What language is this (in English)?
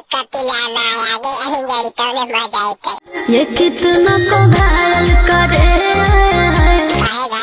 Magahi